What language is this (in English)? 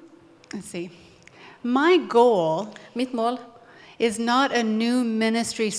Norwegian